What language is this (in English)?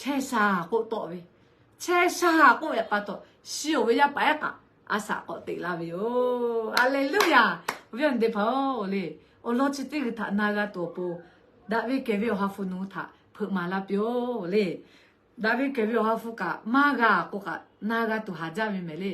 Lahu